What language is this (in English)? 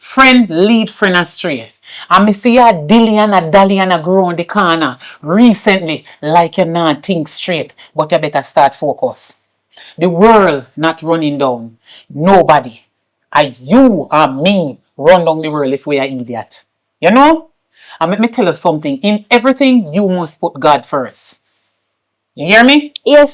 Jamaican Creole English